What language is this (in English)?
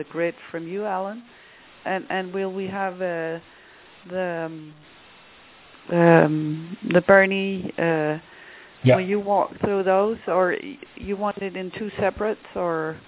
English